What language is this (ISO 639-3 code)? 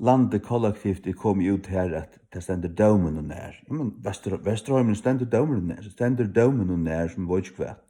fao